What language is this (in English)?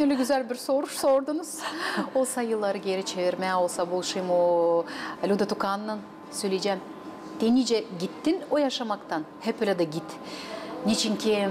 Gagauz